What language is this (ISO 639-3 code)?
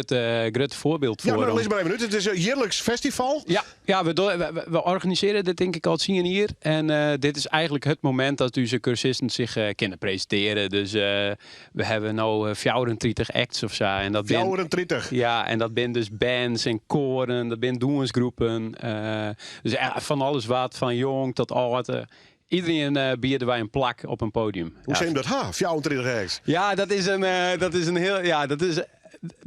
fry